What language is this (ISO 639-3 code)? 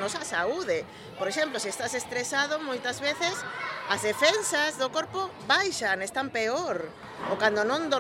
glg